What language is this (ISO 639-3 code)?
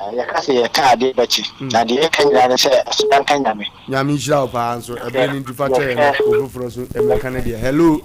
aka